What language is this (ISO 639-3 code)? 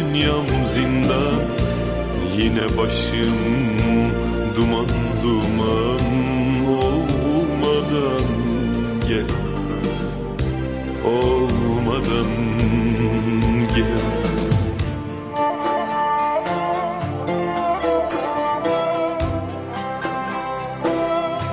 tur